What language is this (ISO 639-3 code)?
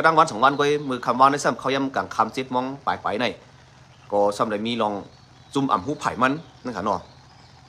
shn